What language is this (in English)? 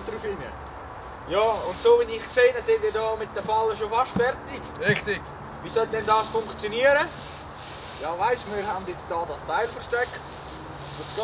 Swiss German